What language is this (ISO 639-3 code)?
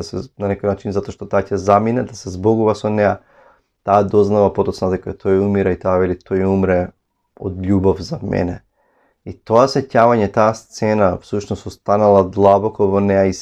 mkd